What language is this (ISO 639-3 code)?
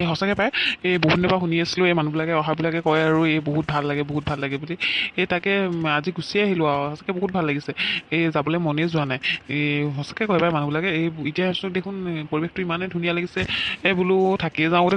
asm